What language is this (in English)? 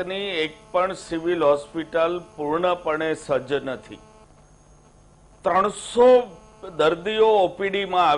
Gujarati